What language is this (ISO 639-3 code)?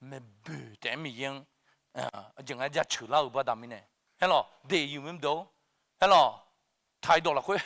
ahk